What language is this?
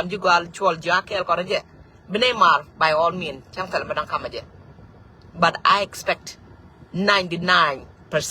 Nuer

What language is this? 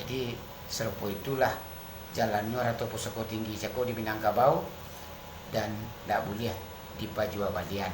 Minangkabau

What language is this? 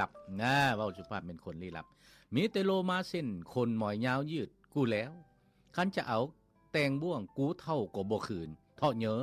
Lao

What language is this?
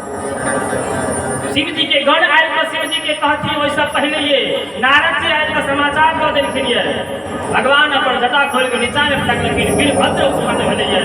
Maithili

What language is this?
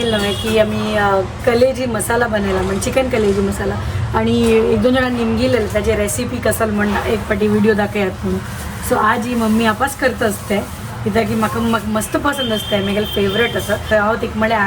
Konkani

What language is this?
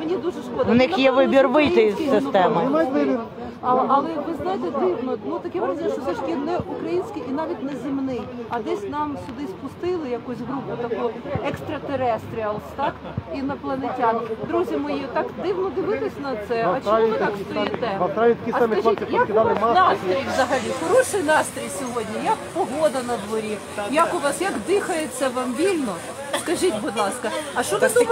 Ukrainian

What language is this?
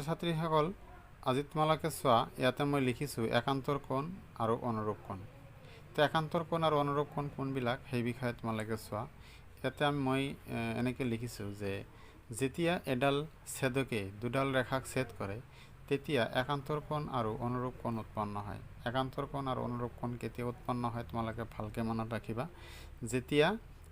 Assamese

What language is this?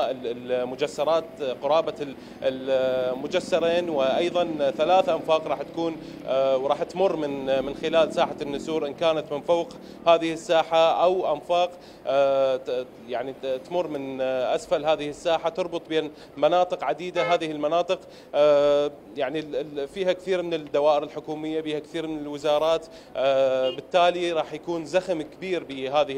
Mesopotamian Arabic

